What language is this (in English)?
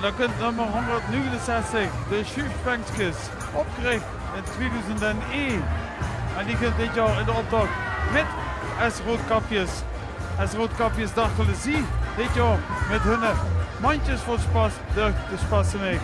Limburgish